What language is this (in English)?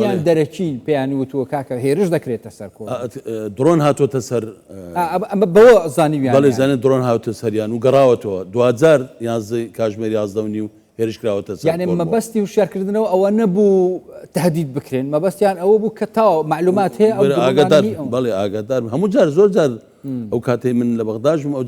Central Kurdish